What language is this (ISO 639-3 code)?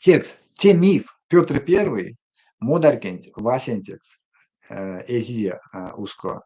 myv